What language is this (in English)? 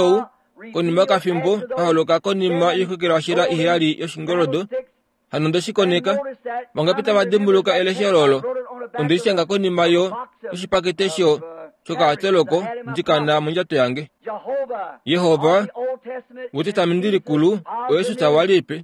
Kuanyama